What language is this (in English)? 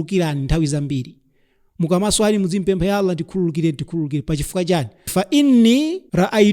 Nyanja